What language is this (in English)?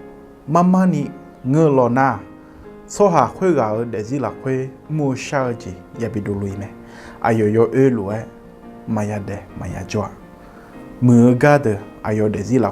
Akha